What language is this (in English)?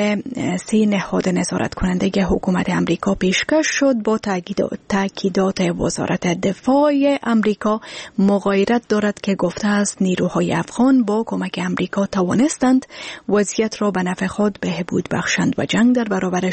Persian